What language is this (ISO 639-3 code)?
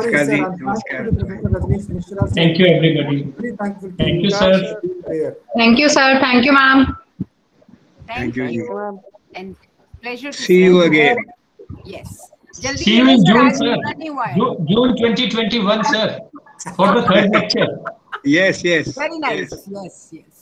eng